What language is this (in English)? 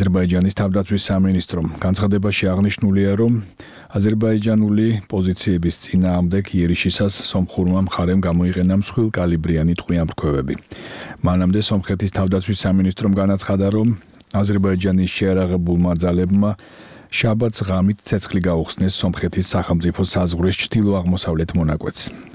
Georgian